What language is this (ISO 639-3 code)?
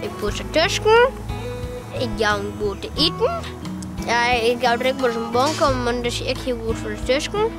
fry